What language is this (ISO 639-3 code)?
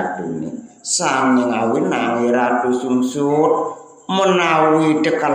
ban